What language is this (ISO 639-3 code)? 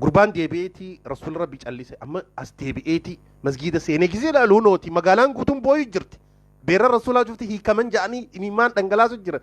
orm